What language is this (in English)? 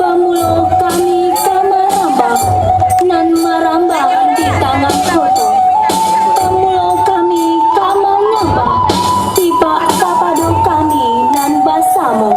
Minangkabau